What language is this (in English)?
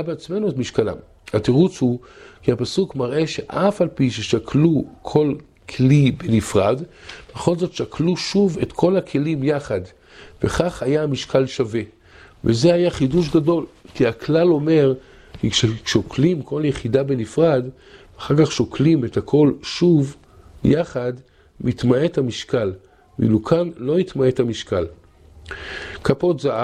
Hebrew